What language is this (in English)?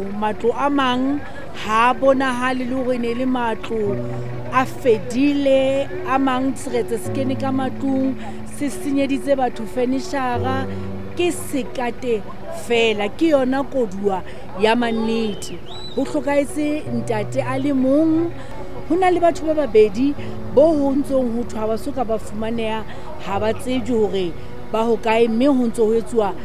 Southern Sotho